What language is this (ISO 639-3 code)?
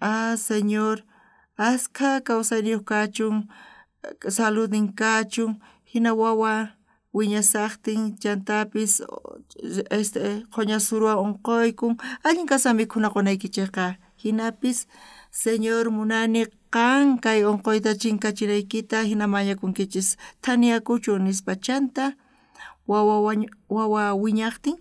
quh